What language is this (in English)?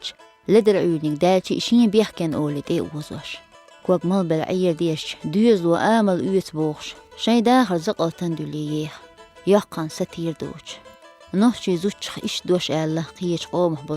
Chechen